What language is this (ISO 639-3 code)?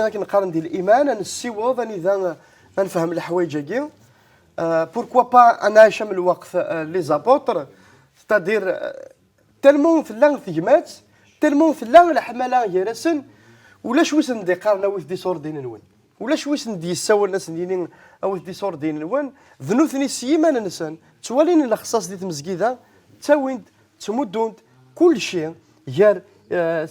kab